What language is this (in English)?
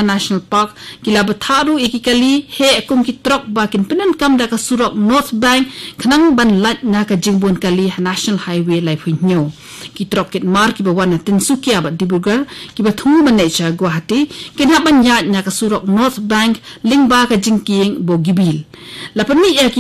Khasi